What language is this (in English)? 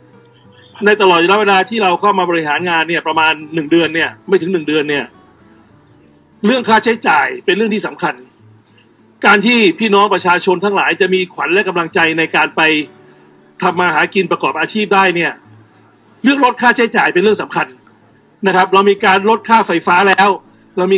Thai